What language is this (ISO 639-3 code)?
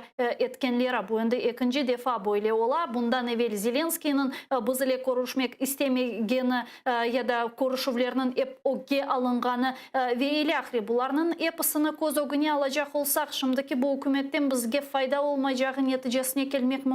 crh